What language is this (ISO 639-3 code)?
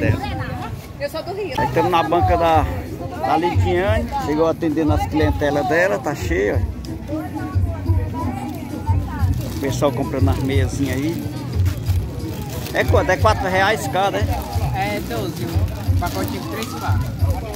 por